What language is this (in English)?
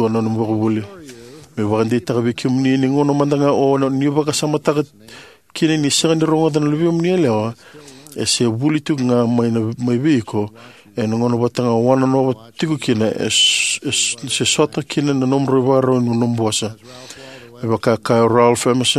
Fijian